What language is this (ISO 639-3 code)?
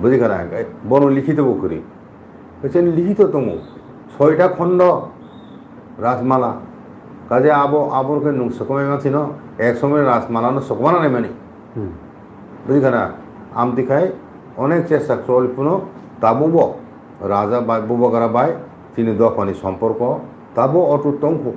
trp